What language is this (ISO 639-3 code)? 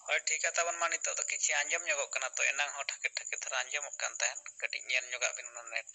sat